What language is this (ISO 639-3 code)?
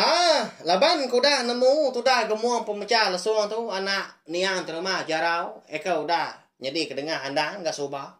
iba